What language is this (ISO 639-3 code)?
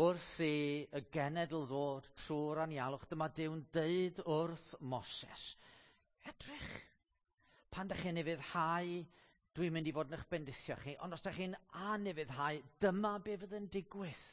cym